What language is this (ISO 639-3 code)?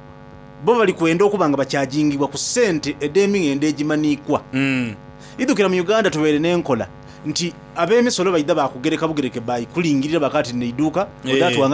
xog